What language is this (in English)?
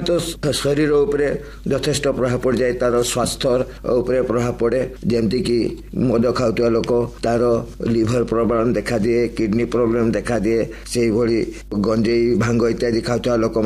Odia